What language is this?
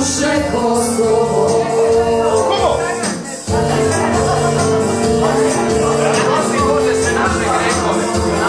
Serbian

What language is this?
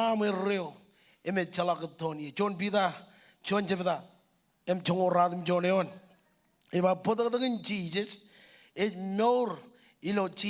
Marshallese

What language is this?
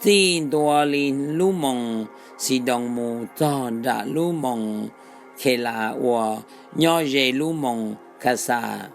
Hmong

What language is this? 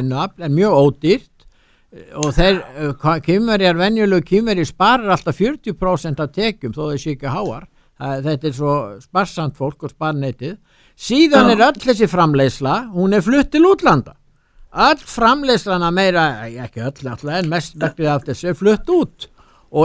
Icelandic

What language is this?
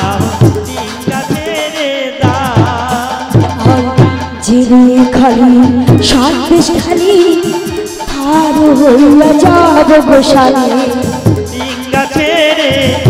Bangla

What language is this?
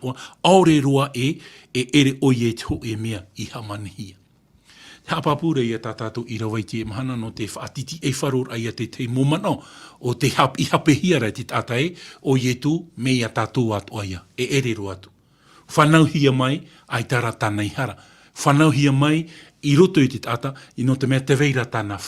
Tahitian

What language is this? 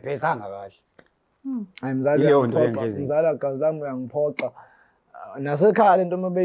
Zulu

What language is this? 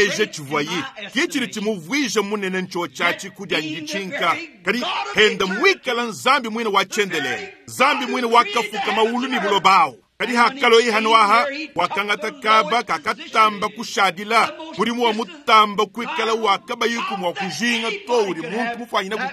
Luba-Lulua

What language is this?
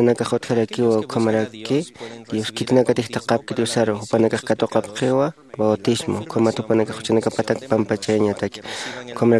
Aymara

